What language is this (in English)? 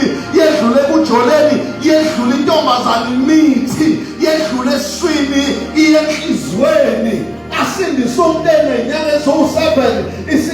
Zulu